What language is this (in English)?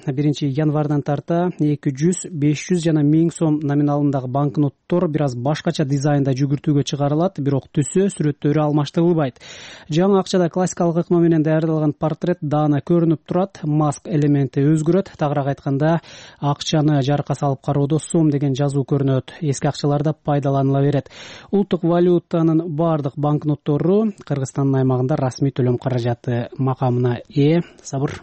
Kyrgyz